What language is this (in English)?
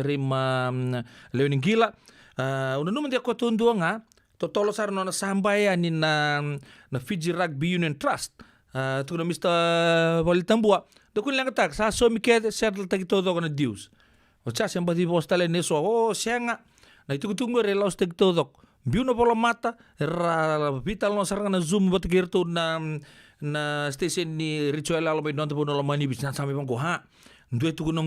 Fijian